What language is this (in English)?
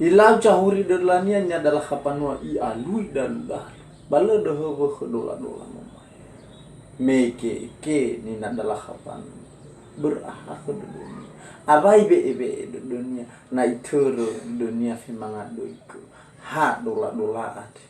Nias